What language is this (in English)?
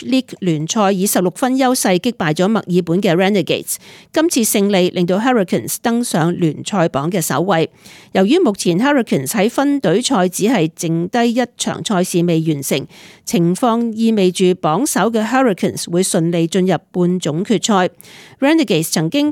Cantonese